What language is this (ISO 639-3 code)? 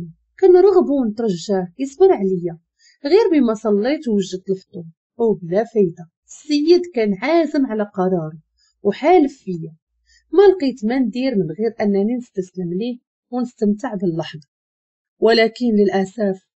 ary